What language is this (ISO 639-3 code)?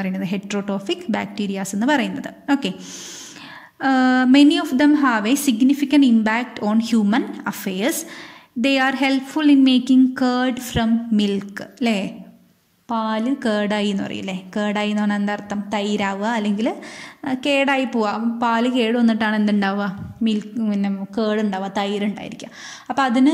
mal